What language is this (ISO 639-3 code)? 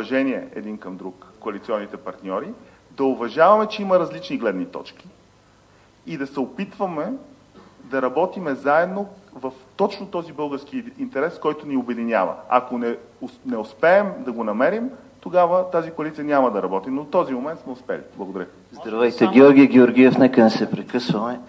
bul